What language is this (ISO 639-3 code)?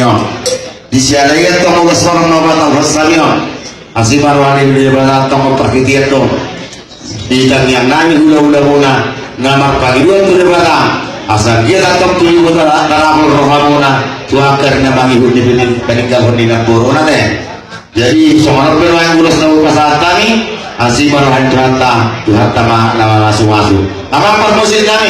bbc